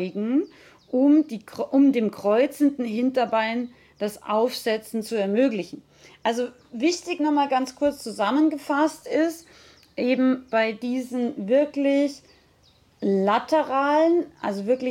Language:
German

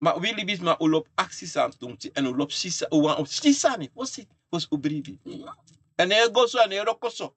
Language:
Sranan Tongo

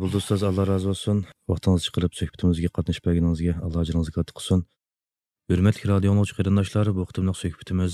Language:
Uyghur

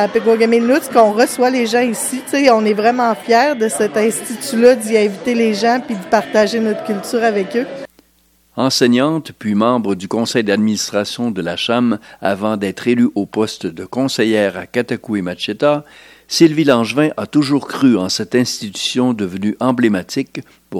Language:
French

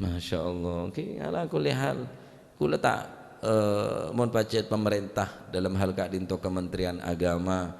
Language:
Madurese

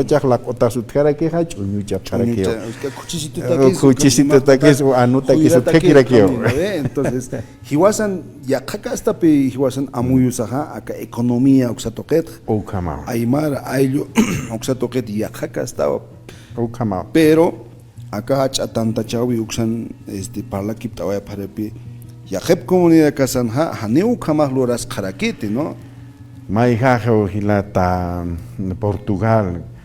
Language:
Aymara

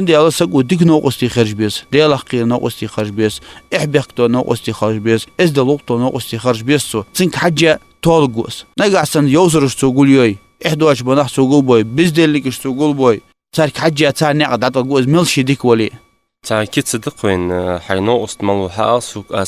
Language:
Ingush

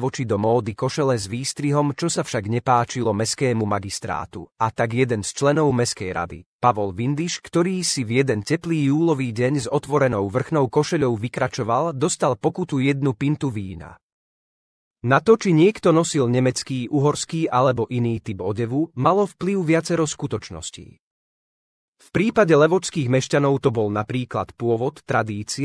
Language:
Slovak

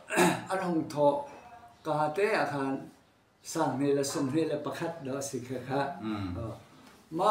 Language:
Hakha Chin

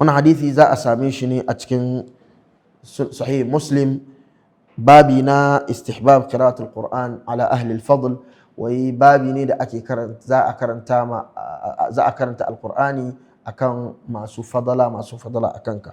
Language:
Hausa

